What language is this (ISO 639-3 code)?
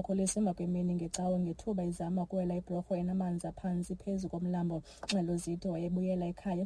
xho